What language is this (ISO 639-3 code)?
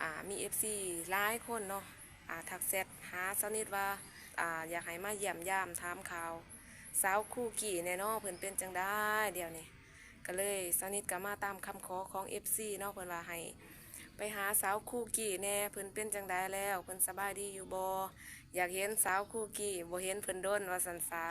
lao